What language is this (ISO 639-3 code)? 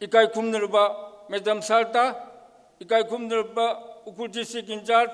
nmf